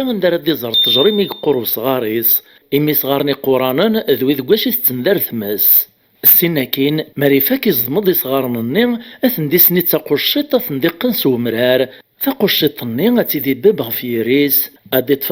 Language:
Kabyle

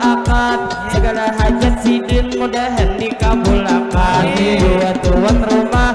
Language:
Banjar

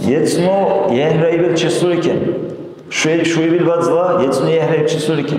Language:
Dargwa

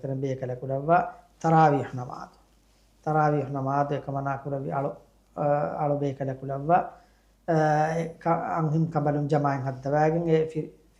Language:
Divehi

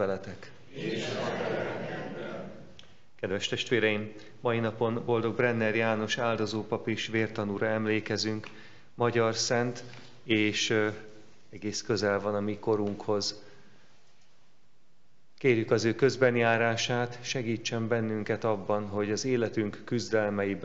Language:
Hungarian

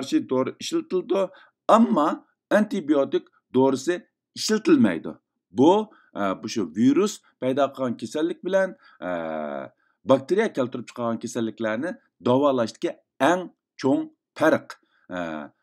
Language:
Uyghur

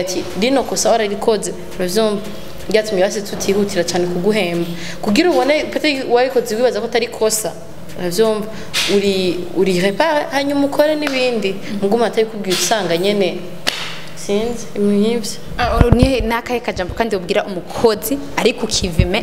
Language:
Rundi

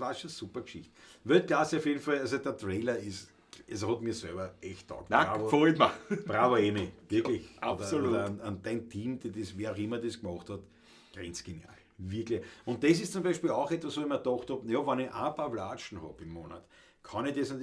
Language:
Bavarian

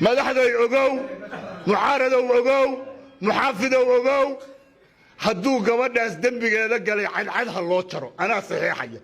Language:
Somali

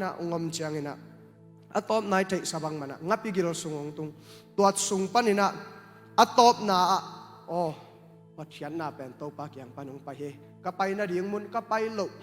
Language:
Tedim Chin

